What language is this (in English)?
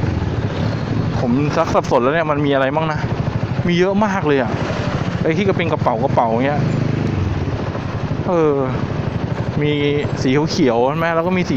Thai